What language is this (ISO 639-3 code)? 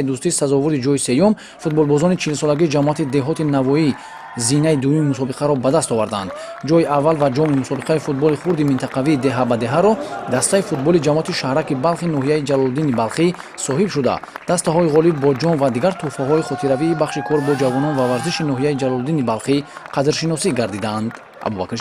tgk